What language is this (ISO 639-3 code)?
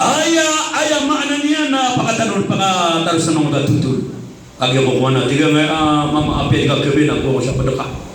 mrw